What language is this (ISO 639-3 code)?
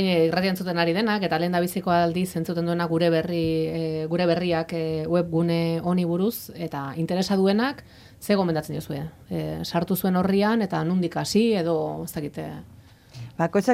eus